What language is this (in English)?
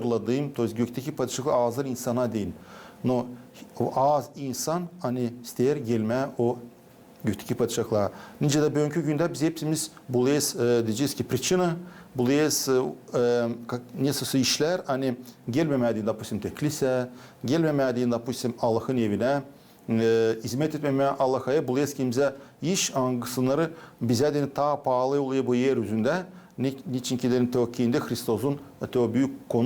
Gagauz